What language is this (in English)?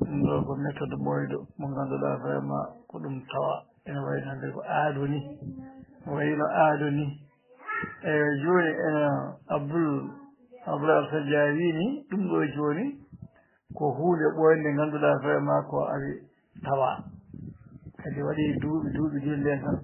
Fula